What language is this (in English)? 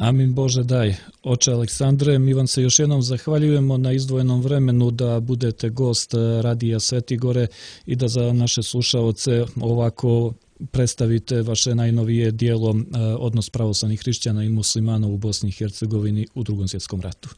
Serbian